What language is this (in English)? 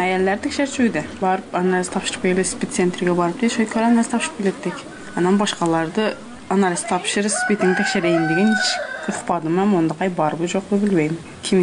Kyrgyz